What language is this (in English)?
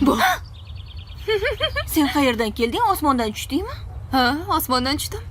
Uzbek